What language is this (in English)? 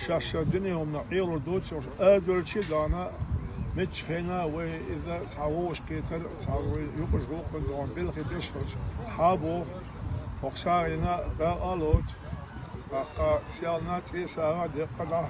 Chechen